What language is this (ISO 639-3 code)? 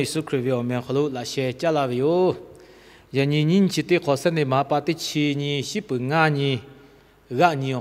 lhu